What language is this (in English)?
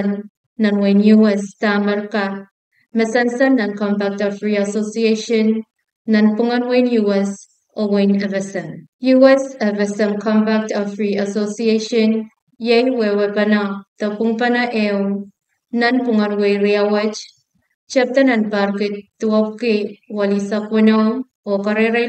Pohnpeian